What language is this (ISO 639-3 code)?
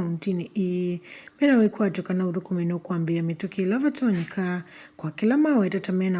kam